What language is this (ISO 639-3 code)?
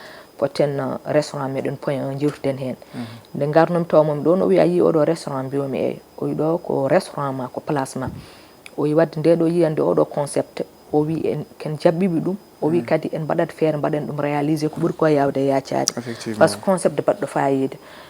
ful